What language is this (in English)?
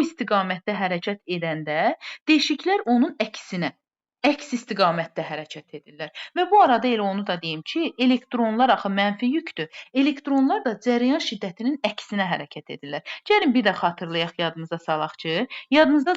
Azerbaijani